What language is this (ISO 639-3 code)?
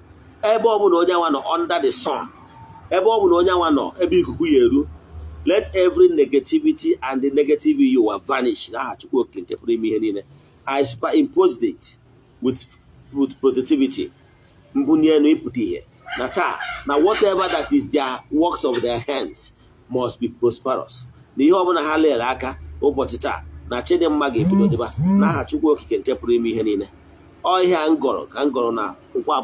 ibo